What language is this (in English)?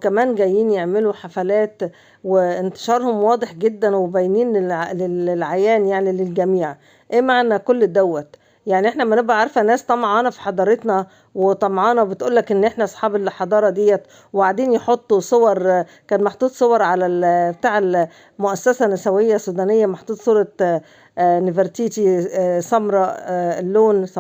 Egyptian Arabic